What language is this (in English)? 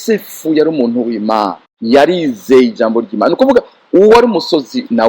Rundi